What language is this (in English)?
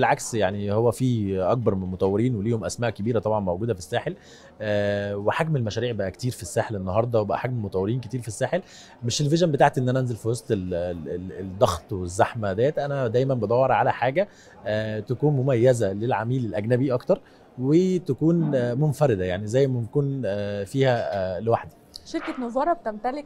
Egyptian Arabic